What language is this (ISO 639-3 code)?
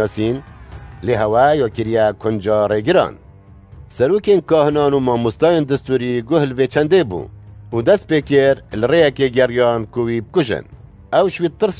kur